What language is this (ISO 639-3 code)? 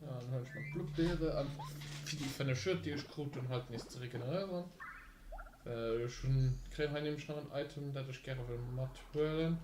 ltz